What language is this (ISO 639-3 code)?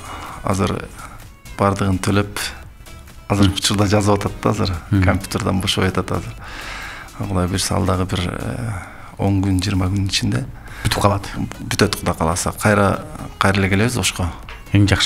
kir